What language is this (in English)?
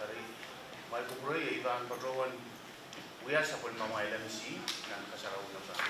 Pohnpeian